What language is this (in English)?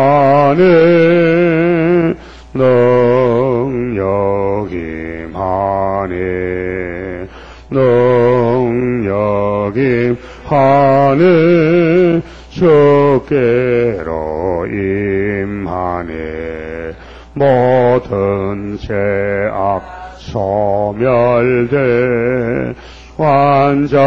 Korean